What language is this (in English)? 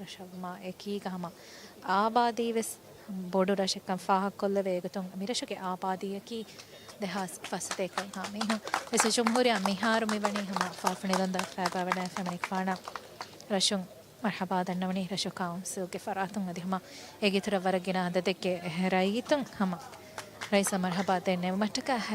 Divehi